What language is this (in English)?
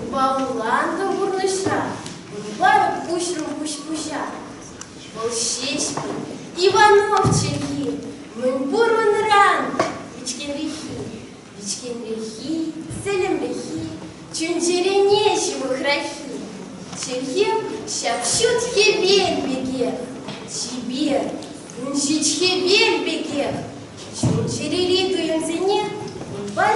Chuvash